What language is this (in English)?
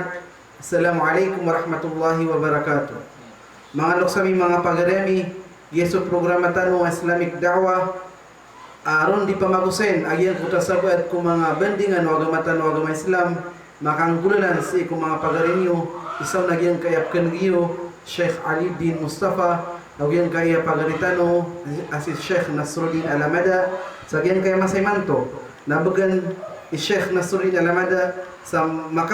Maranao